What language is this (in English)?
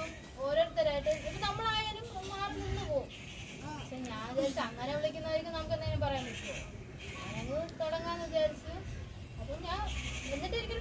Malayalam